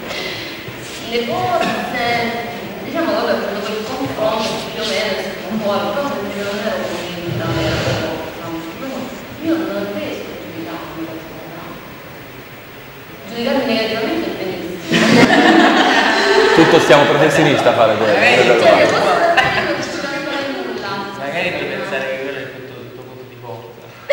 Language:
Italian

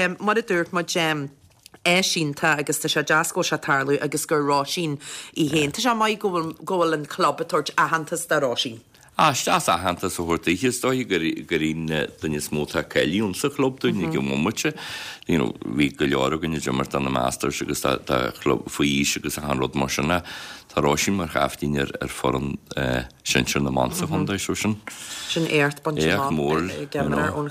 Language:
Irish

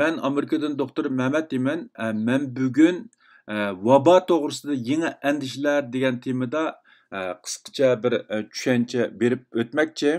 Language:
Uyghur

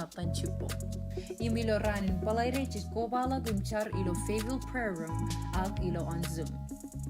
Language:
Marshallese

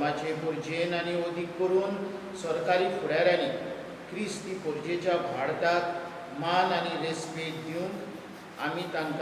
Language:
Konkani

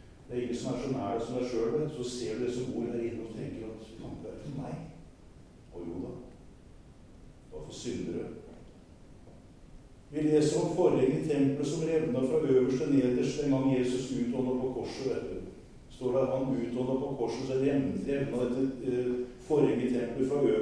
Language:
Norwegian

